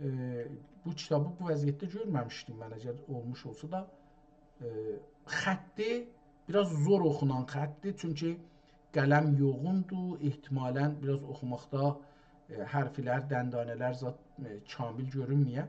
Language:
South Azerbaijani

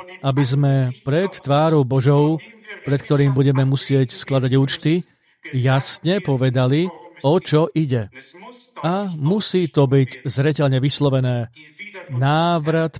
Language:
Slovak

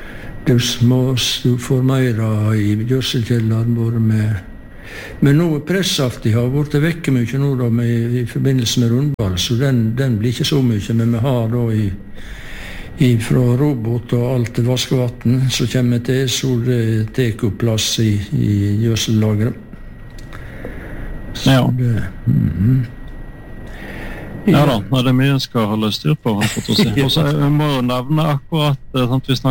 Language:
Norwegian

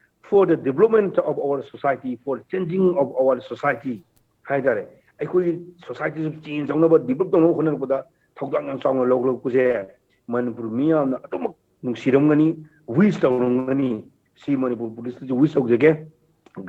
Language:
Manipuri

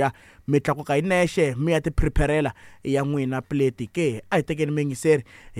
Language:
Tsonga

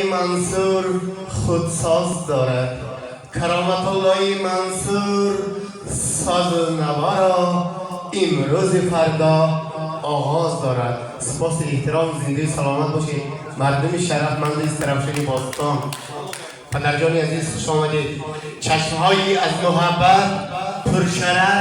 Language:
Tajik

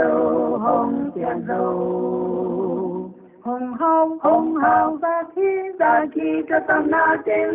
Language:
Paite Chin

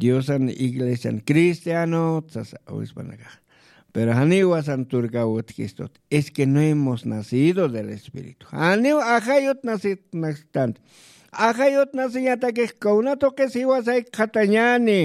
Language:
Aymara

